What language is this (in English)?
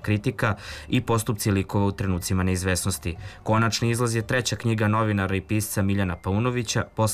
Serbian